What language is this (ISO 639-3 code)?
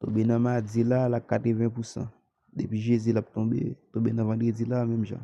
hat